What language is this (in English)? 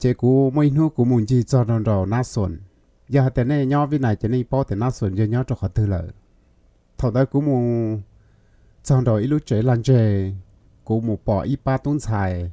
Hmong